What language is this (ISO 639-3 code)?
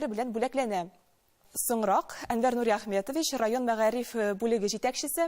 tat